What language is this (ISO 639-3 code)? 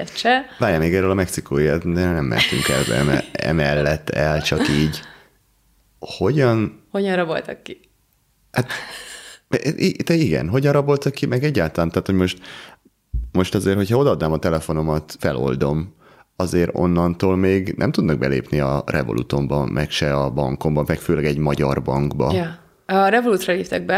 hun